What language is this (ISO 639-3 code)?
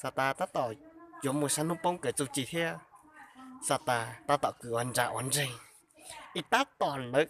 hmn